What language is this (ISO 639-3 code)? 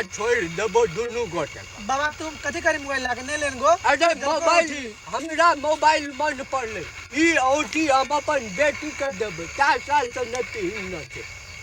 mai